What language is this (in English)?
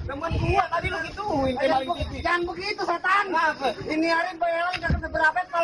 Betawi